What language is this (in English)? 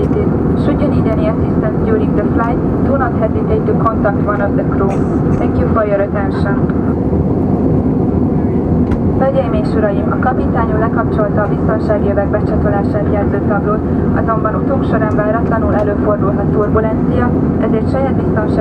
Hungarian